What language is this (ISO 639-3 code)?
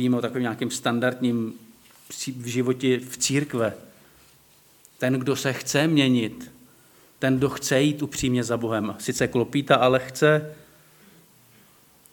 ces